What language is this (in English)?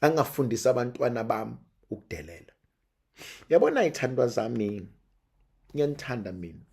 Zulu